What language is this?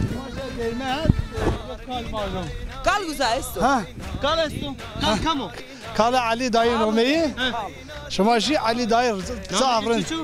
Zaza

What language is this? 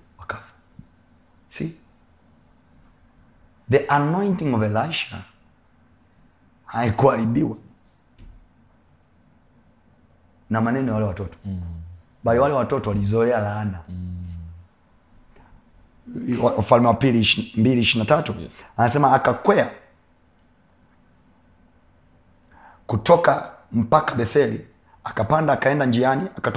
Swahili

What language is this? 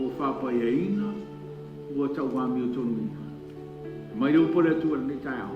Samoan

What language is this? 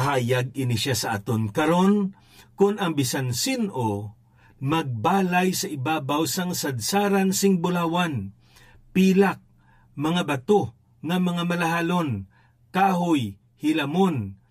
Hiligaynon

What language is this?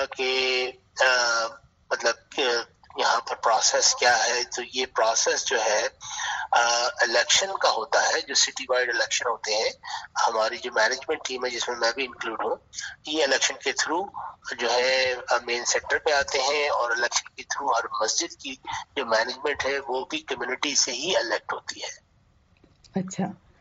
Urdu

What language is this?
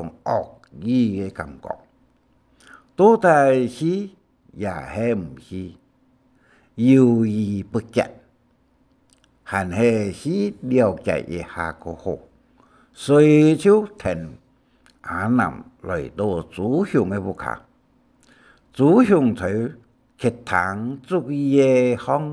Hakka Chinese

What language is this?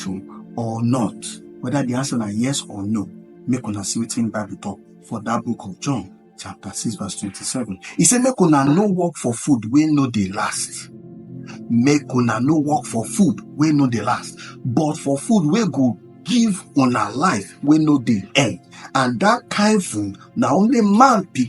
Nigerian Pidgin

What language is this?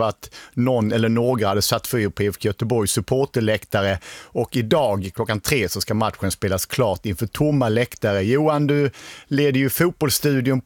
Swedish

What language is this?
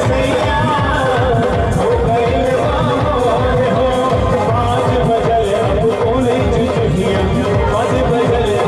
Bhojpuri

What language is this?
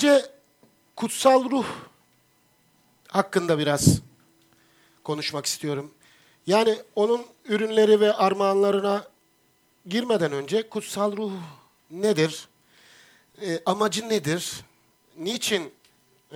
Turkish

